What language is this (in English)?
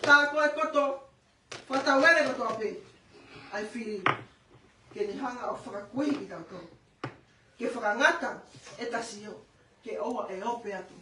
Tongan